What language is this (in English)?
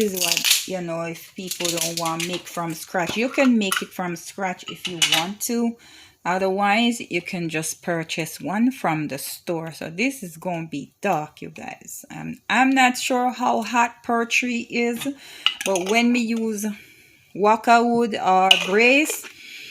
Jamaican Creole English